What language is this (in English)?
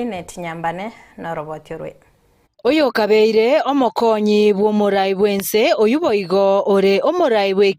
Gusii